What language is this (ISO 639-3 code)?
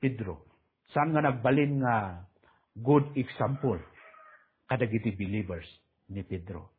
ilo